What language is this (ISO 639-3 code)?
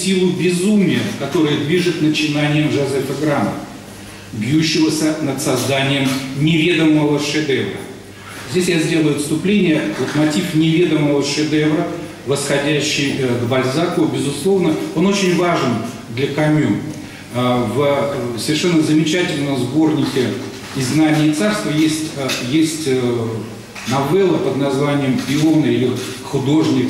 rus